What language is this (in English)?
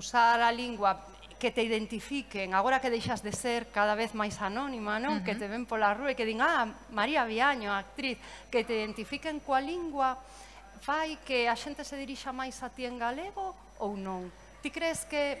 Galician